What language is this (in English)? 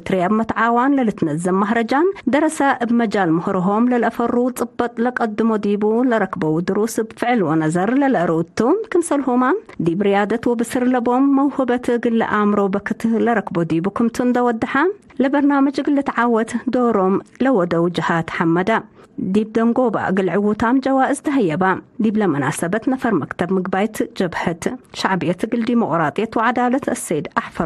Tigre